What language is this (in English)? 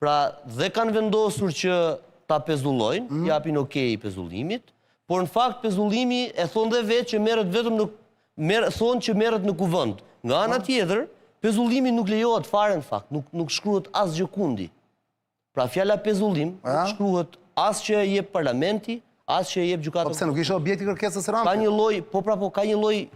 Albanian